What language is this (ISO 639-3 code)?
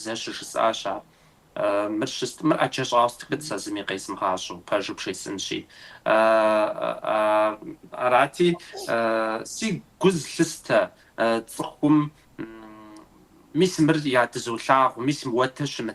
kbd